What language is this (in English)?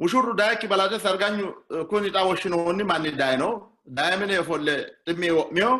Sidamo